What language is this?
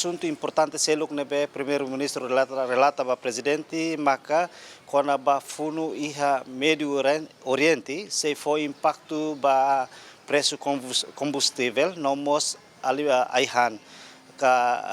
Tetum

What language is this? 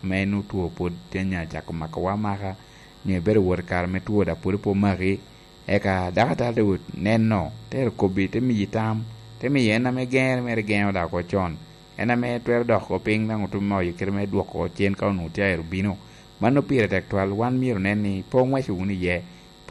Lango (Uganda)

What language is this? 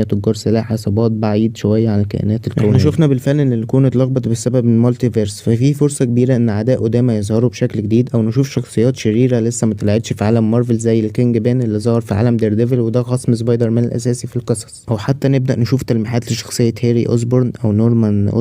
Egyptian Arabic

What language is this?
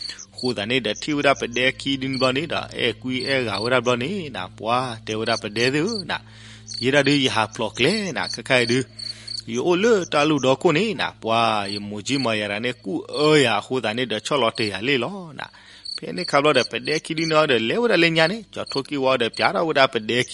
S'gaw Karen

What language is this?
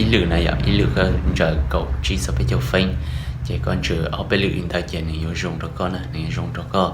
Hmong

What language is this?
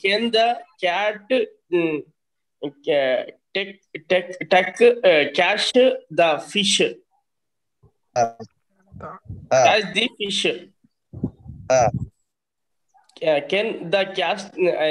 Telugu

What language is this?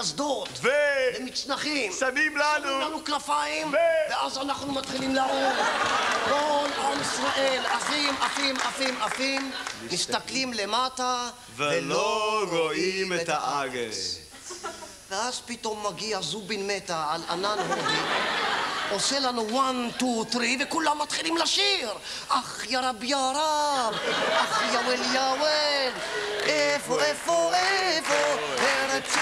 Hebrew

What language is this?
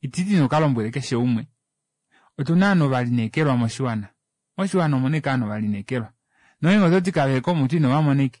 Kuanyama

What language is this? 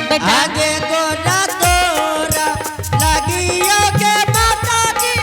Angika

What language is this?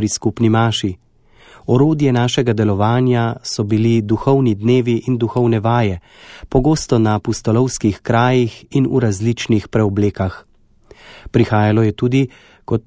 Slovenian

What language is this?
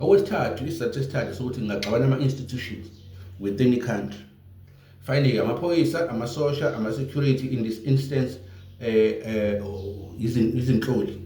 Zulu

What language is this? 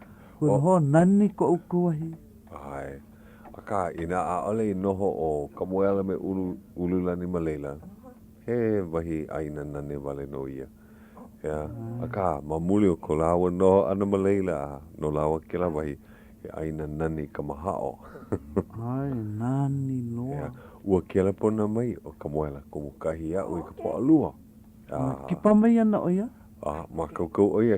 Hawaiian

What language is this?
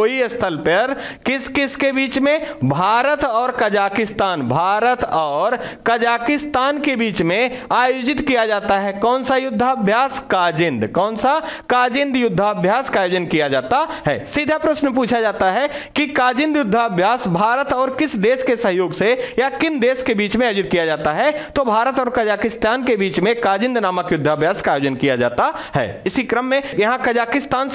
Hindi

